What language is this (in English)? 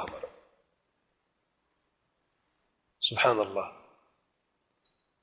Urdu